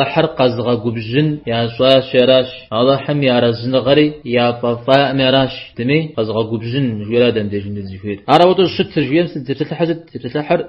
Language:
Kabardian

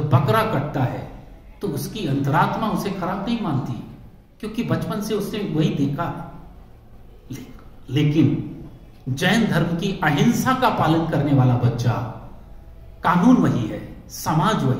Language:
Hindi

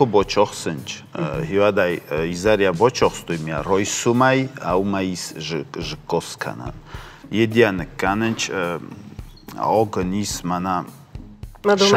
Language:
Ossetic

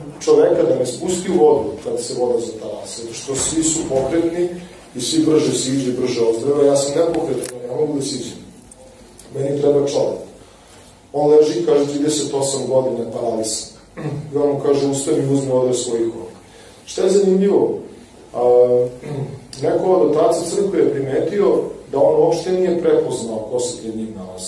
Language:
Serbian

